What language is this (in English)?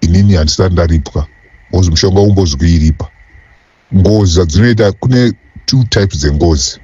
Shona